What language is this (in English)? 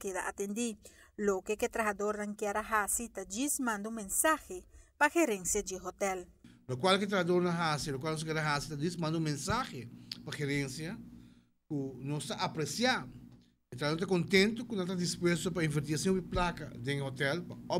Papiamento